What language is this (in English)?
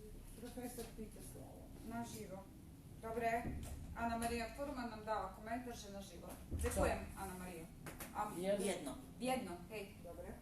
Rusyn